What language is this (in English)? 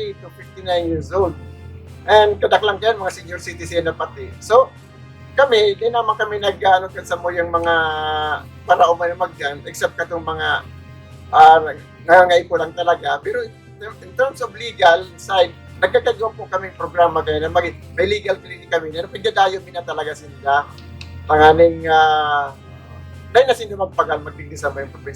Bikol